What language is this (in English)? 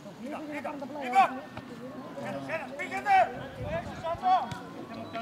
Greek